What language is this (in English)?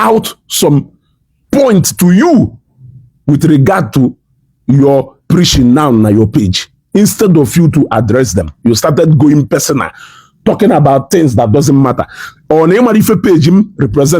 Igbo